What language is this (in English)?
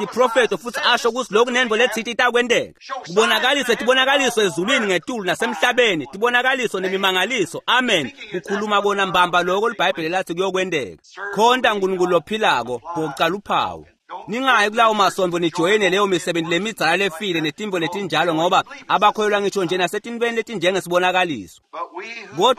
Swati